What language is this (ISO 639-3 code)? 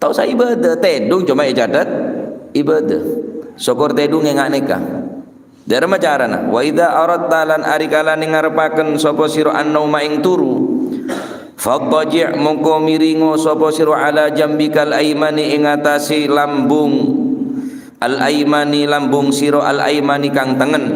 mad